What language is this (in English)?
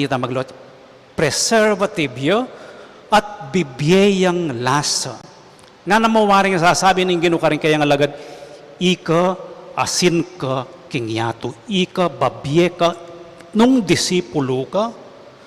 Pampanga